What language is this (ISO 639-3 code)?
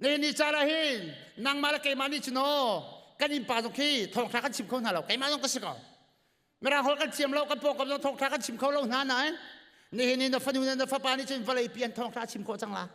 cnh